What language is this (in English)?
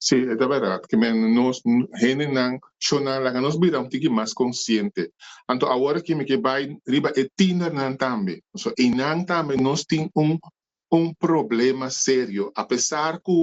Papiamento